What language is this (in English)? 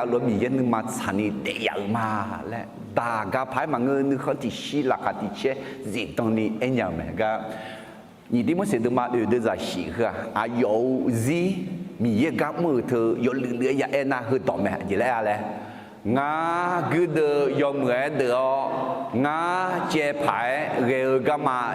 Akha